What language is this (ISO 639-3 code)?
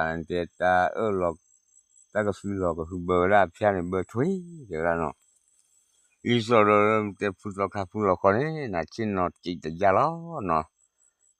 ksw